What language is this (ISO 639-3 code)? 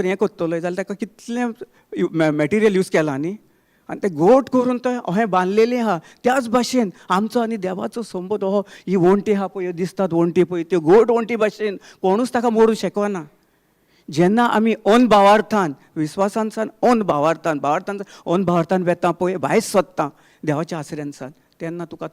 kok